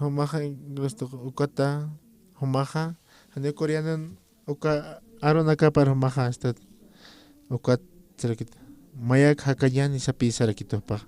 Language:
Aymara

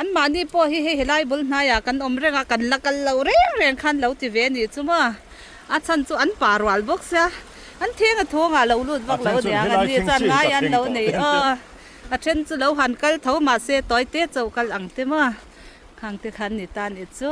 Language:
Mizo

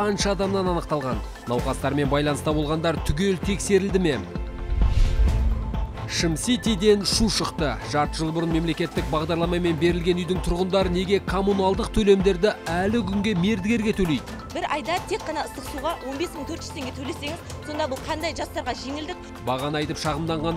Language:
Kazakh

